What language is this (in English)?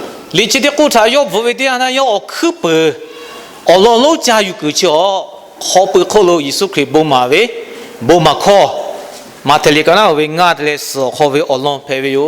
Lahu